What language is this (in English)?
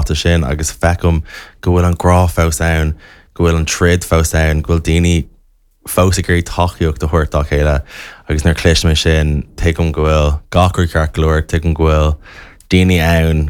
Irish